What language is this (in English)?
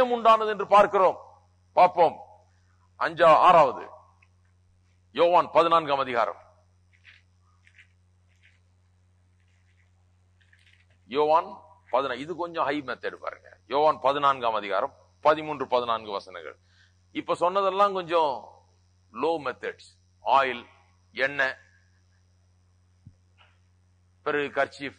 Tamil